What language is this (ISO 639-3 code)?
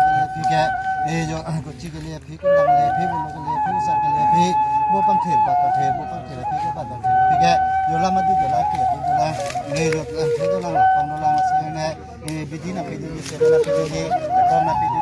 mjw